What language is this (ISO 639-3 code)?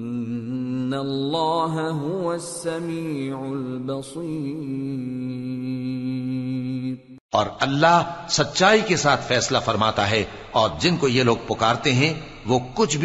urd